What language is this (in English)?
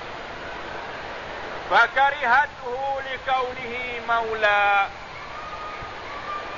Malay